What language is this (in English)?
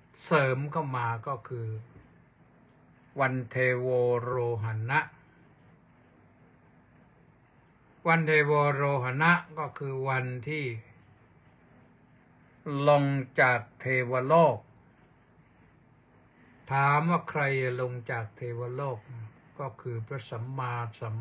Thai